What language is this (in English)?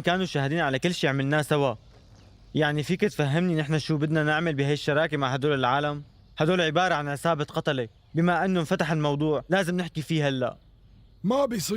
North Levantine Arabic